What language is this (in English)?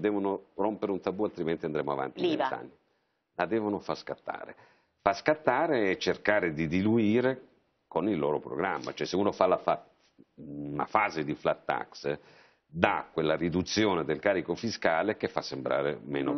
Italian